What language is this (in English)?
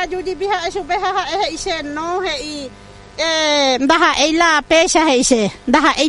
Guarani